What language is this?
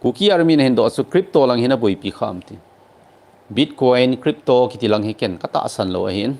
Thado Chin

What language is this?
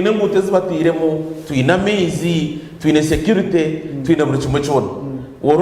Nyankole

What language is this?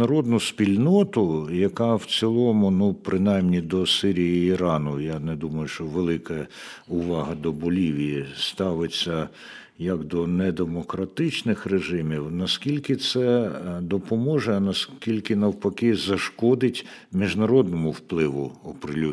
Ukrainian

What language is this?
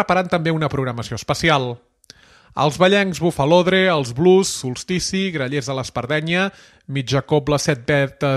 Catalan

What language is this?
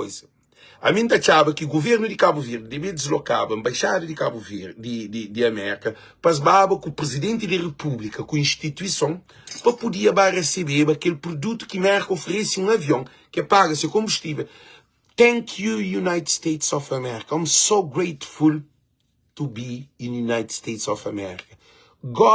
Kabuverdianu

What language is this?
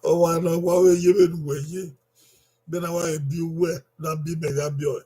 Bini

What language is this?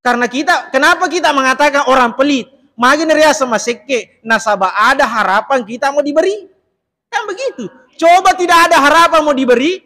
Buginese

